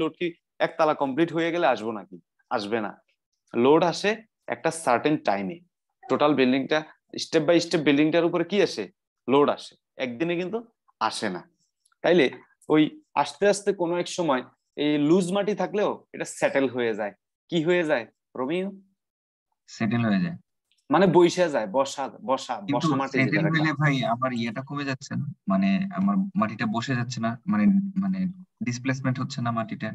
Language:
Bangla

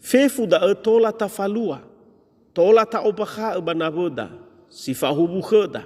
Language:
Nias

